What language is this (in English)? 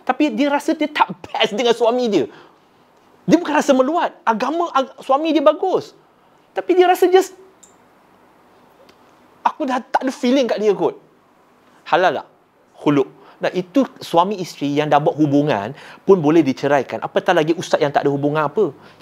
Malay